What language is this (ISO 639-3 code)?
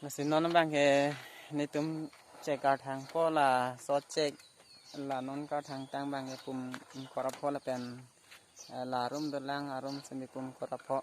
mjw